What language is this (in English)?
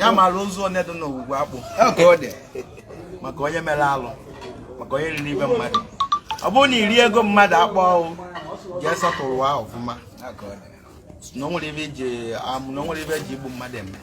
Igbo